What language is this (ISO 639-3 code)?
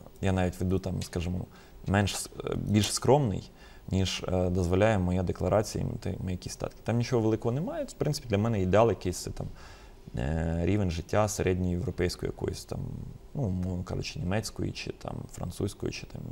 ukr